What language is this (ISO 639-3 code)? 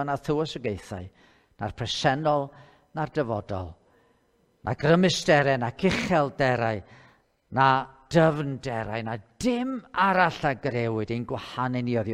cym